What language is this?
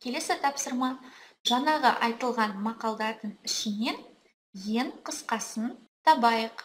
Kazakh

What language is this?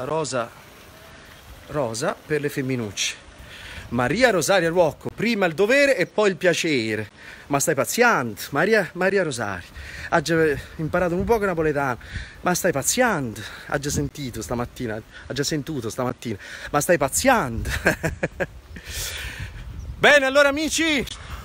Italian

